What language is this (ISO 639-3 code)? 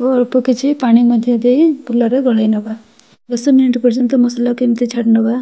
ori